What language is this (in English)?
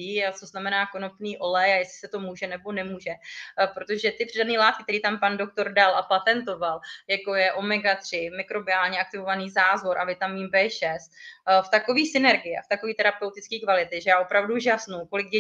Czech